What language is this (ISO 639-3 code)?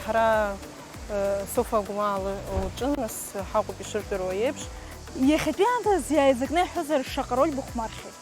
abk